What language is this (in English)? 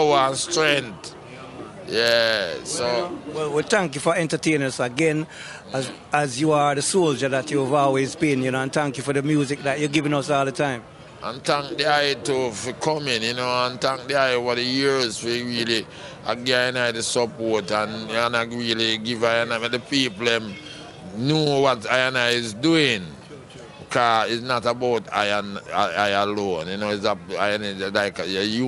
Jamaican Creole English